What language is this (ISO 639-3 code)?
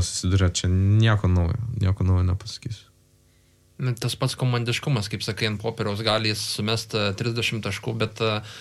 lit